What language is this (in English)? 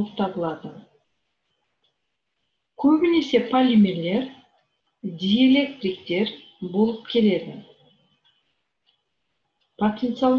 Kazakh